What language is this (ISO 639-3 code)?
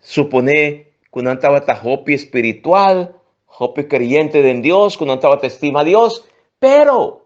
pap